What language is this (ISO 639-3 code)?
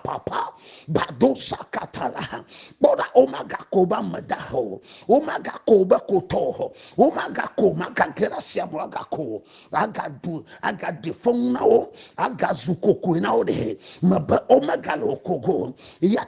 ewe